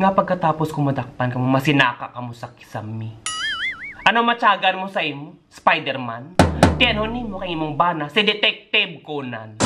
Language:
Hiligaynon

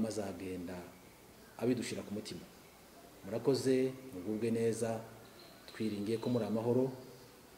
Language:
Kinyarwanda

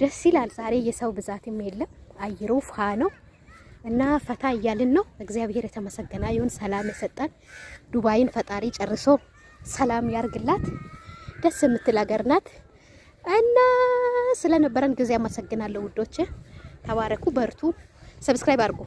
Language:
Amharic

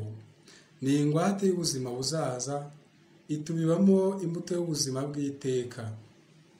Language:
Kinyarwanda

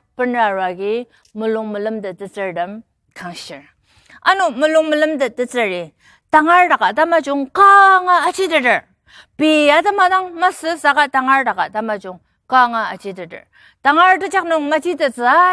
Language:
Ao Naga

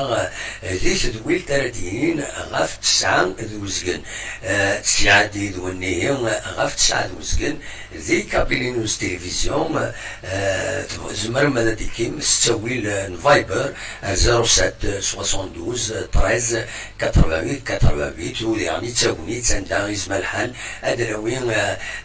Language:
Kabyle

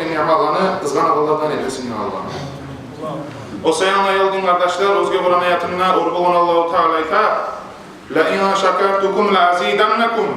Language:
Kumyk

